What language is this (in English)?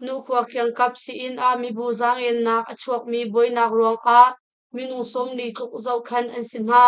Hakha Chin